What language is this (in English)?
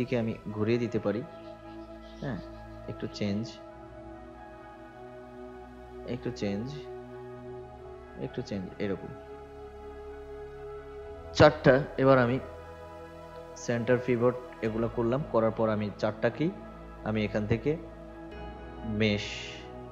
Bangla